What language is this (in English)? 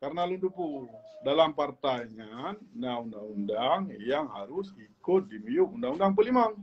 Achinese